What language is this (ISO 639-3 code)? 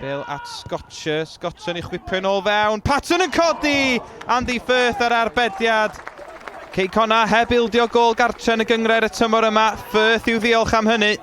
cym